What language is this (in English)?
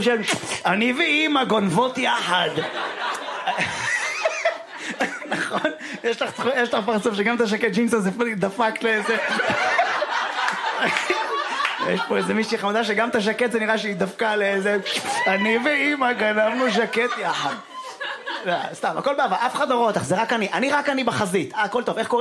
Hebrew